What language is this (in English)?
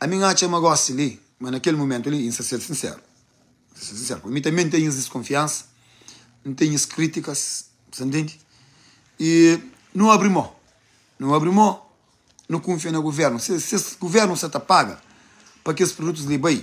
Kabuverdianu